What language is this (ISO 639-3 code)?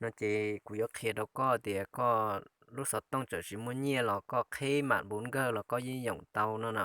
hmn